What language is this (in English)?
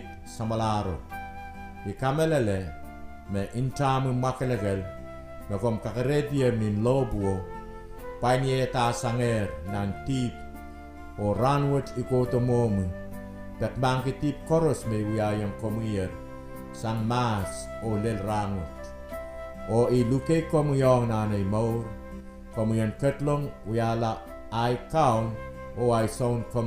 Pohnpeian